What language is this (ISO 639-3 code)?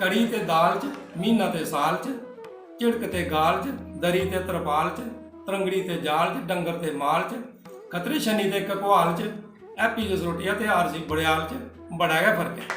doi